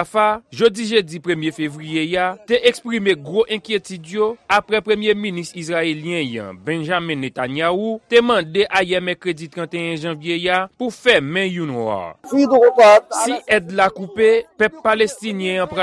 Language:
Haitian Creole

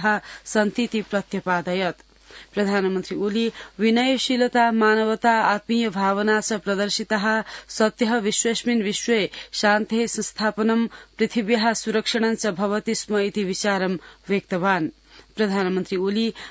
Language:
Sanskrit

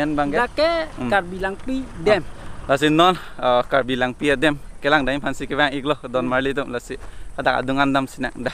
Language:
Karbi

